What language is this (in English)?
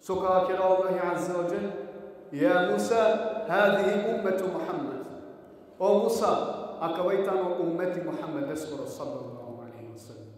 Balkan Romani